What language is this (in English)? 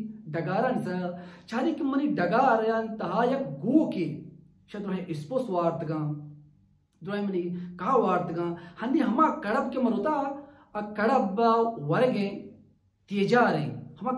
Baluchi